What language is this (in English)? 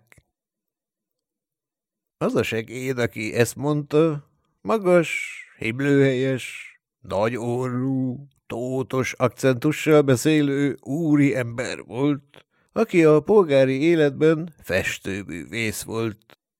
Hungarian